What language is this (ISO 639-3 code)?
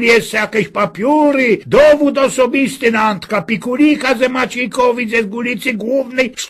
szl